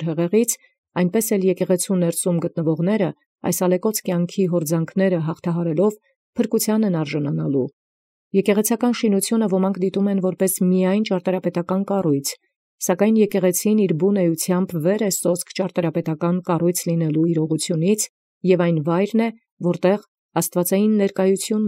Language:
Armenian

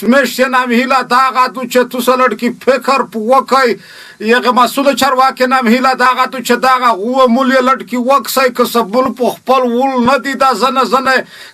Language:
Pashto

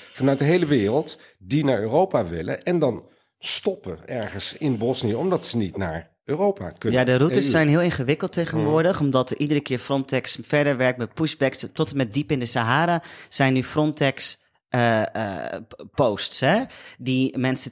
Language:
Dutch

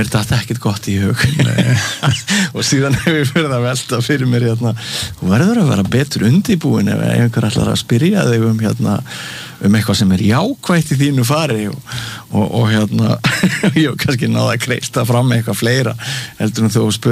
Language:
Icelandic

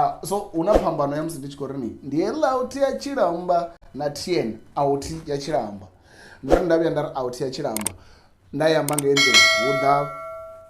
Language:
Venda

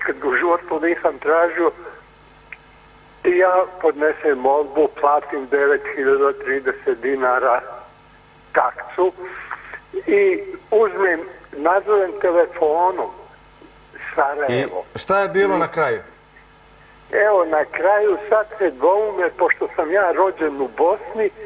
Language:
Serbian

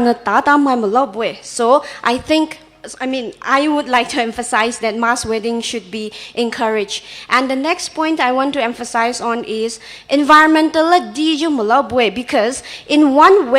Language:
Poumei Naga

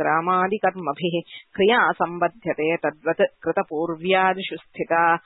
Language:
Sanskrit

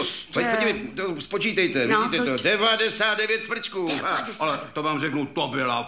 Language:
Czech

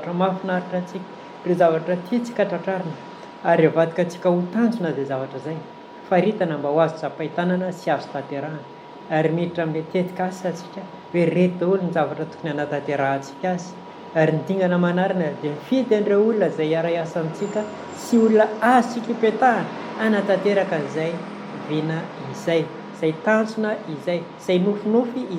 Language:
Malagasy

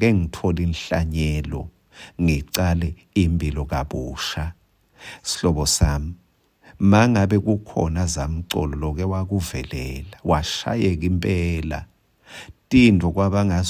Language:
Swati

